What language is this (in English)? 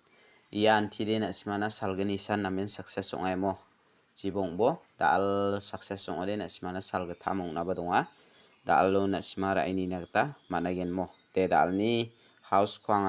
Garo